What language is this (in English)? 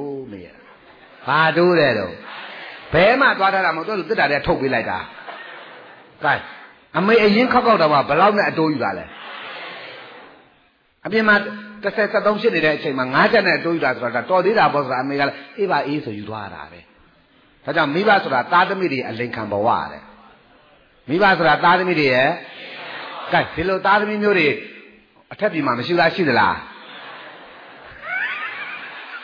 Burmese